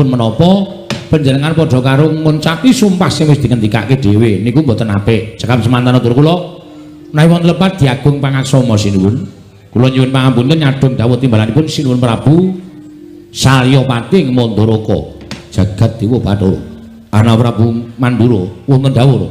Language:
Javanese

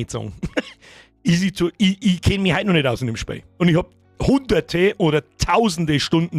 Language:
Bavarian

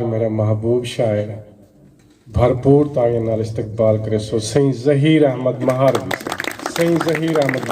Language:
Saraiki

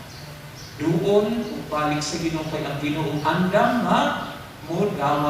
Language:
Cebuano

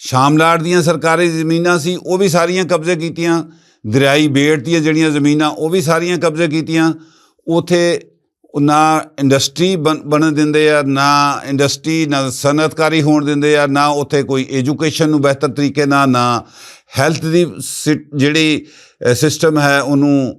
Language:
Western Panjabi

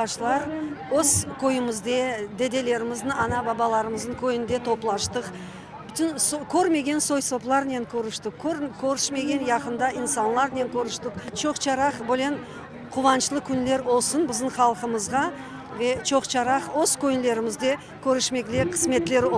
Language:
Crimean Tatar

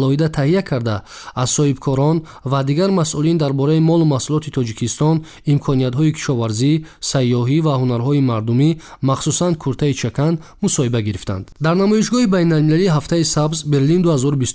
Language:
Tajik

